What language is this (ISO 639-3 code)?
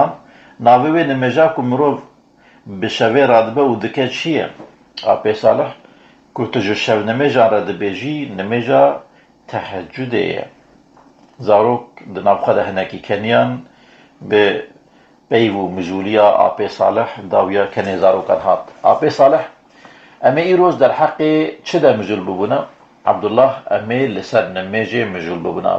kur